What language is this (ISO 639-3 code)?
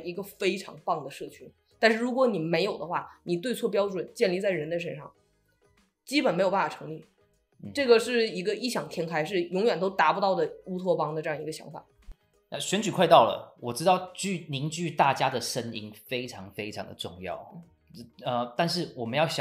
zho